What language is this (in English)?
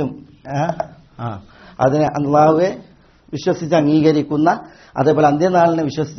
Malayalam